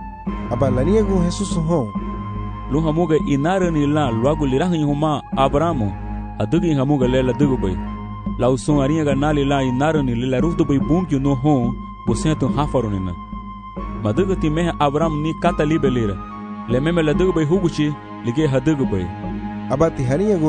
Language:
Garifuna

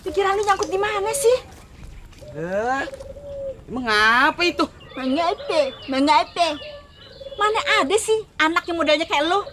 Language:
Betawi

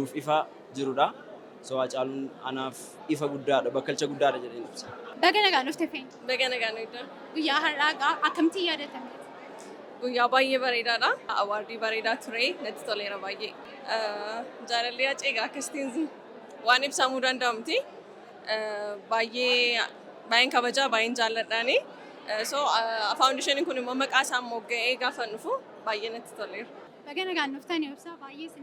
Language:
Oromo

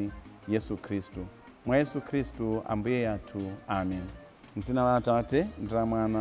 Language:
Nyanja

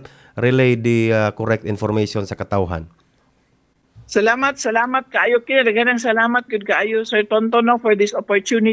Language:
Cebuano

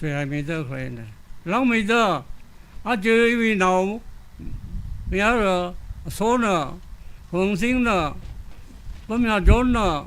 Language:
Tangkhul Naga (India)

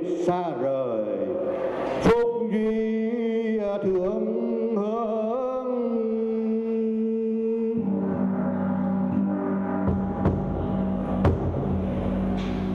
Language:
Vietnamese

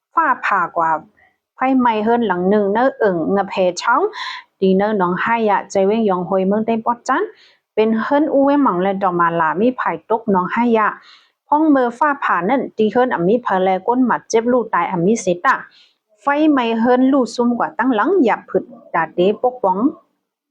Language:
Shan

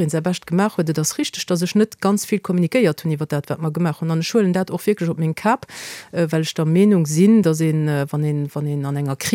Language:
Luxembourgish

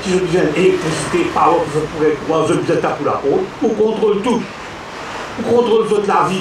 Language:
Morisyen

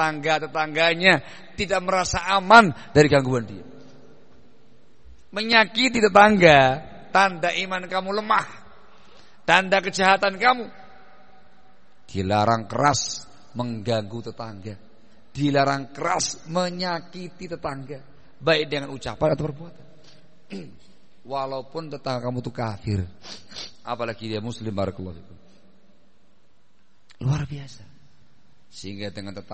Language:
Indonesian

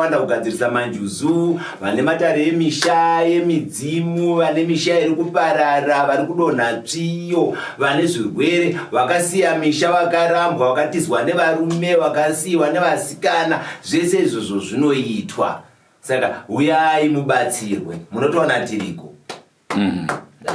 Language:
Shona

